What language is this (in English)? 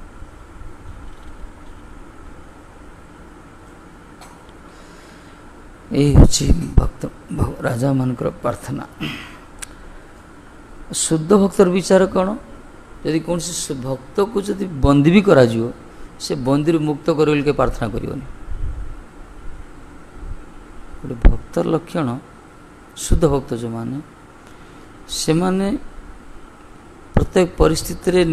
Odia